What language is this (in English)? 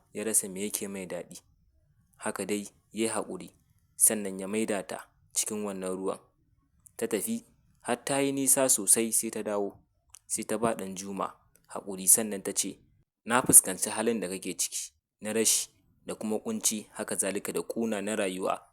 Hausa